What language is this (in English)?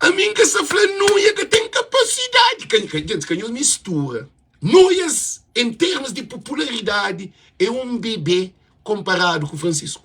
Kabuverdianu